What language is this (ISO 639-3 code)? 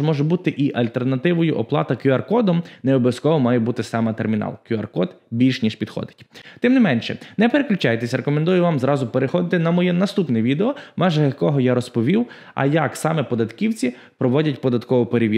ukr